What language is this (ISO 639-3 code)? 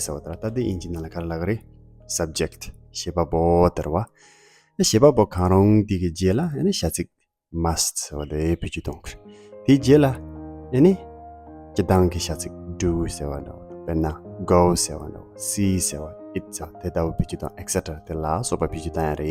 bod